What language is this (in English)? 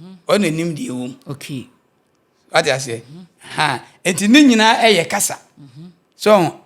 Akan